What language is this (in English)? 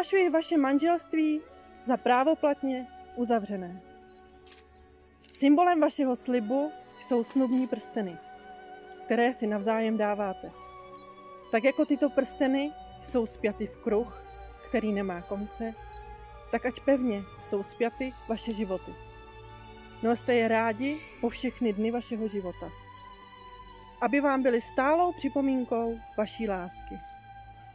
Czech